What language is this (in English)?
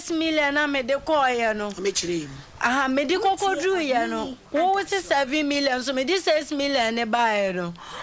Akan